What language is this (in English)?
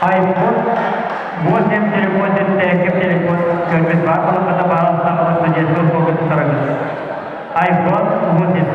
Yakut